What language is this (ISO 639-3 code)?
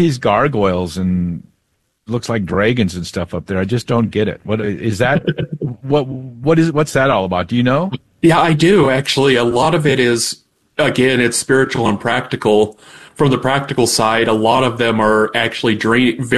eng